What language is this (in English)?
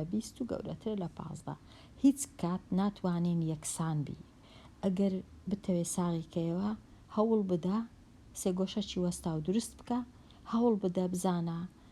Central Kurdish